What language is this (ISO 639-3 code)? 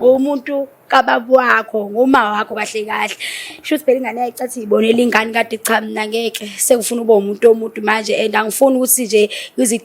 zul